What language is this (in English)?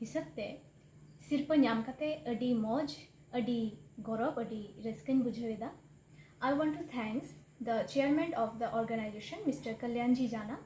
Santali